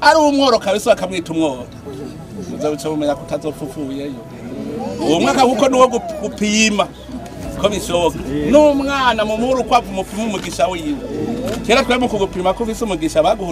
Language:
Rundi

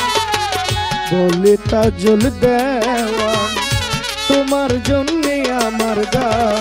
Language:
Bangla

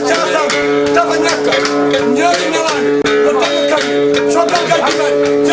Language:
Fula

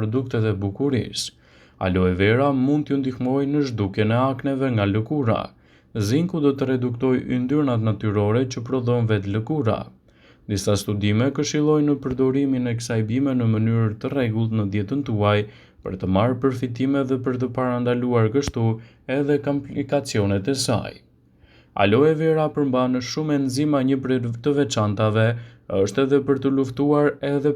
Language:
Albanian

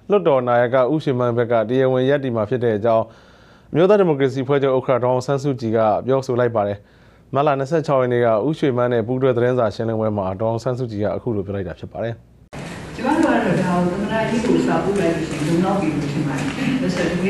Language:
Burmese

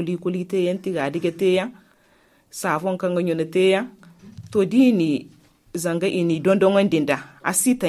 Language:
Zarma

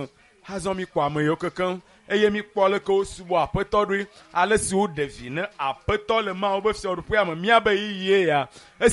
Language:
Ewe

